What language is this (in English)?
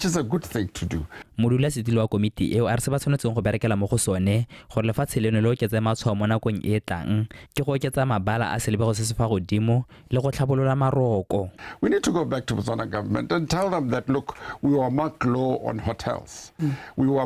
Tswana